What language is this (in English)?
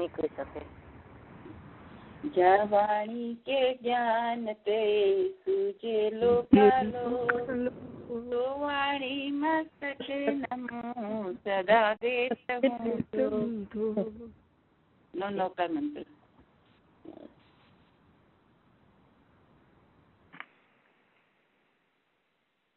Gujarati